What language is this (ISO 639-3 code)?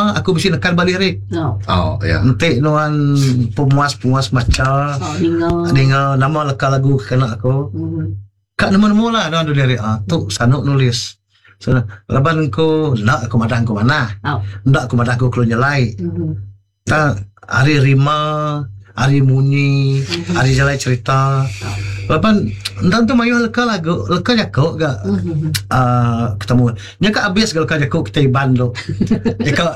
iba